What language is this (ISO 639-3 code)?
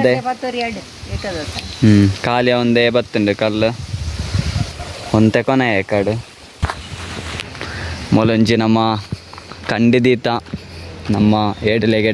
tcy